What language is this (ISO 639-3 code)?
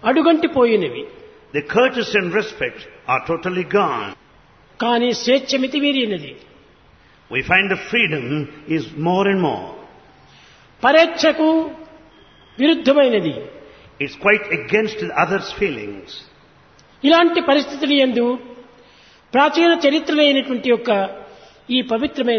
tel